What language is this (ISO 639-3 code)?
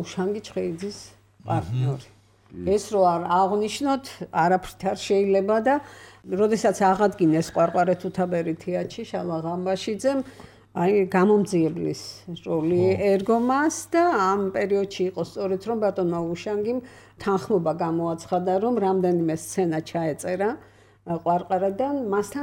kat